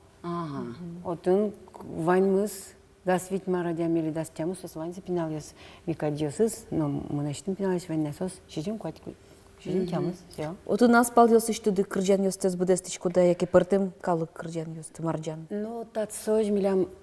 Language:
Udmurt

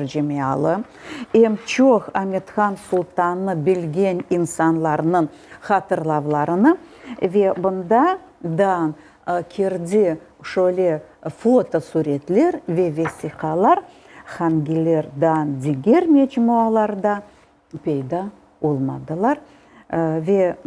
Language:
Crimean Tatar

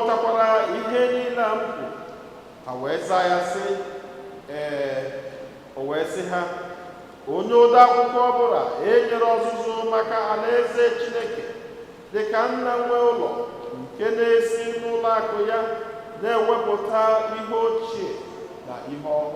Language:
Igbo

